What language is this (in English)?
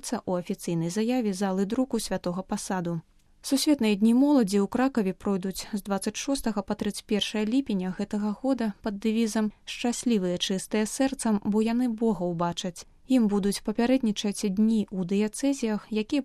Belarusian